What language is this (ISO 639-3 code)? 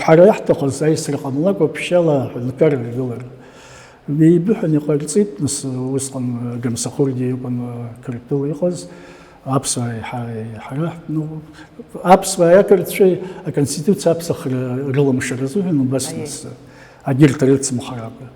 abk